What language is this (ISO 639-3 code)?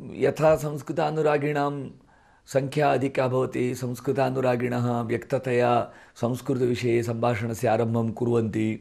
san